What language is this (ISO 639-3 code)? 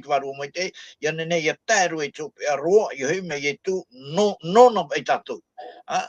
tah